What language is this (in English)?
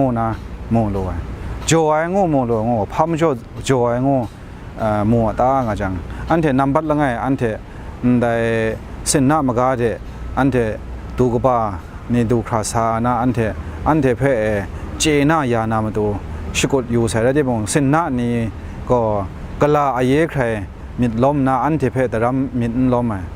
Kachin